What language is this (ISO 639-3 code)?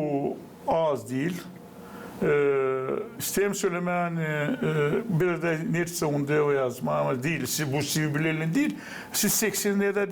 gag